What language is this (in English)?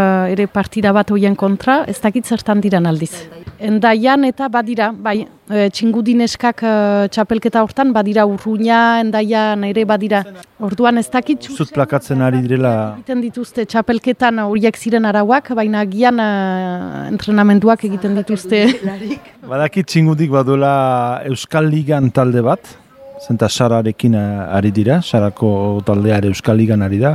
Basque